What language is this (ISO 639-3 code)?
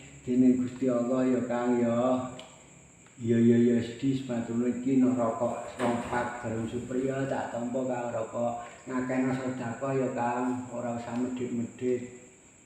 jav